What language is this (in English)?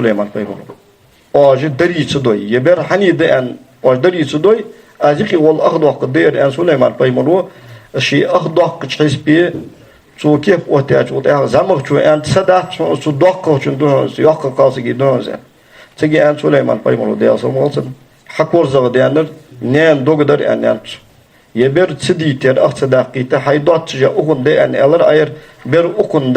Ingush